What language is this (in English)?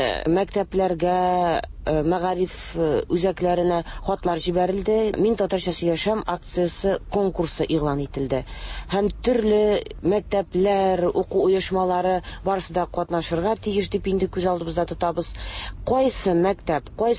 Tatar